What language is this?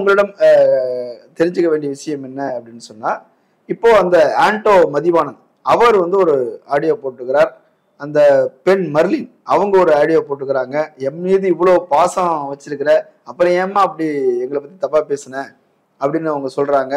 Tamil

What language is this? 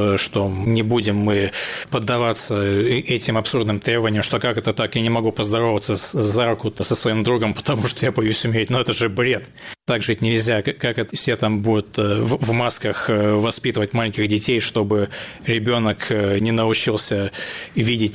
Russian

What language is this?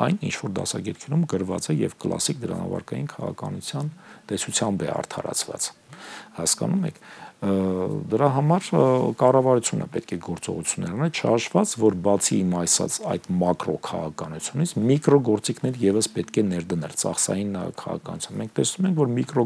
Armenian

